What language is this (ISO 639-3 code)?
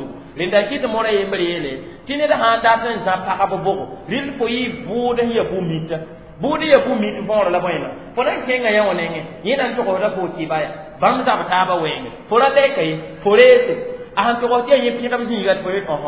mos